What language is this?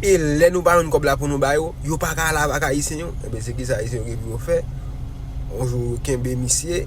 Haitian Creole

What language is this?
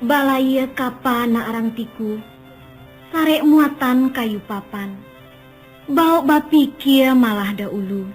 Minangkabau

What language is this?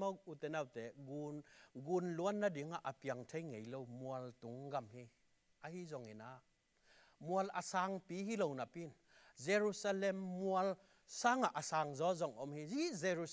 Tedim Chin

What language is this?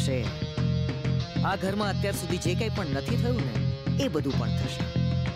Gujarati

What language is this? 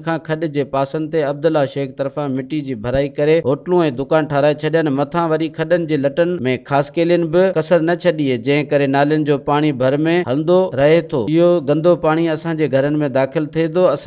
Sindhi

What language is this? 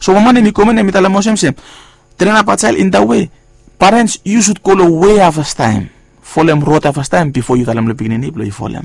Bislama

